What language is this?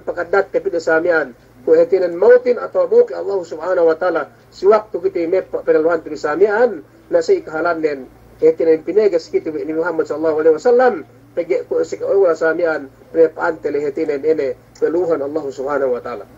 Yakan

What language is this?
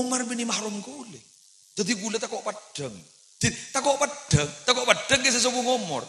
Madurese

